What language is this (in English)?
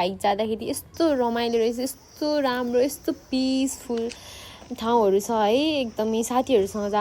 Nepali